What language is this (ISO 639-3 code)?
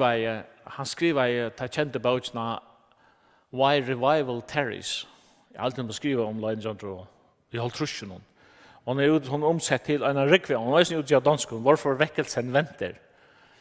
fao